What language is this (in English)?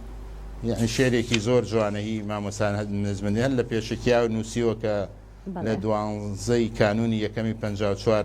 Central Kurdish